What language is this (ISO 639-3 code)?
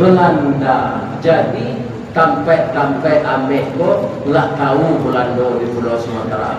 min